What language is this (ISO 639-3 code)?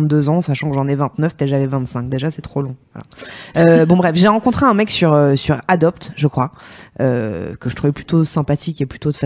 fra